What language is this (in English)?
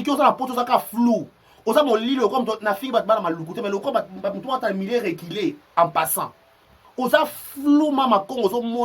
Lingala